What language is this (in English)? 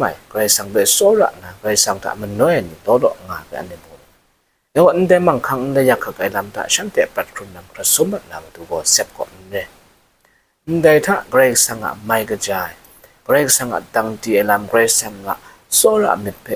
Kachin